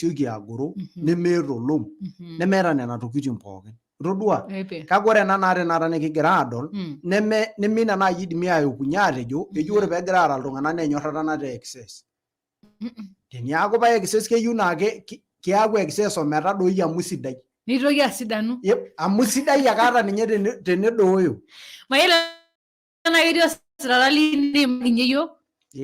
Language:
Masai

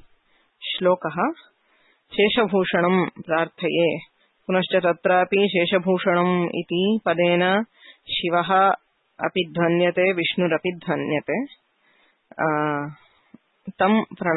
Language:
Sanskrit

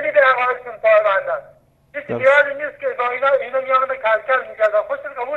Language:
Persian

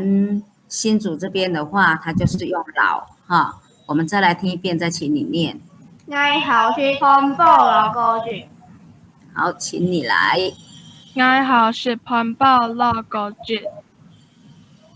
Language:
Hakka Chinese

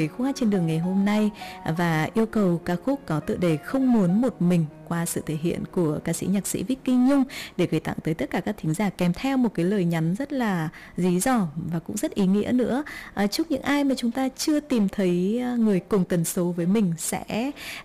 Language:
Vietnamese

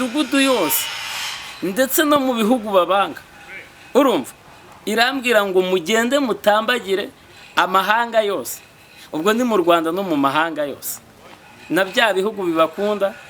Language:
Kinyarwanda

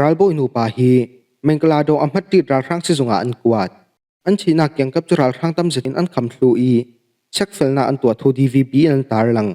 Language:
Falam Chin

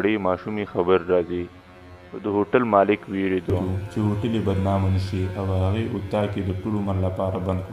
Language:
Pashto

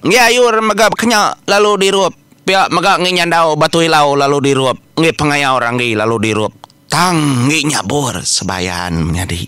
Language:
Iban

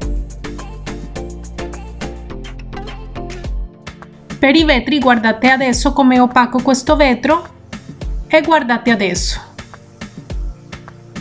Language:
Italian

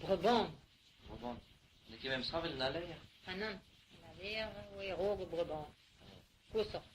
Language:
Breton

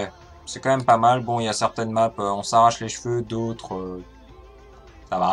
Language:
French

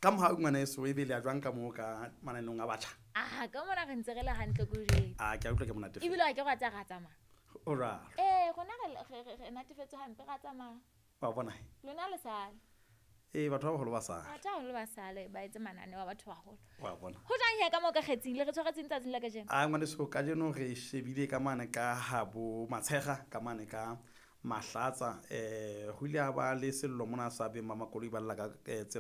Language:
Southern Sotho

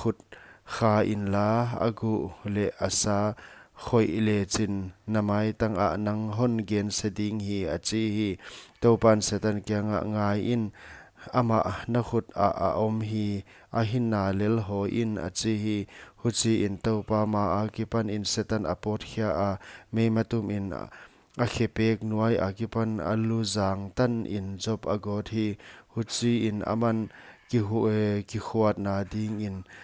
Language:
Paite Chin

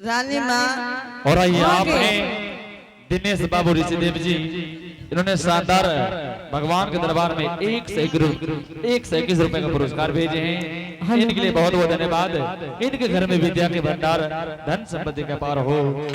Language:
Angika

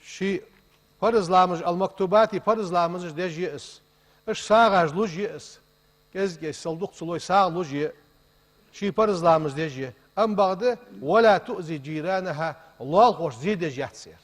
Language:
Ingush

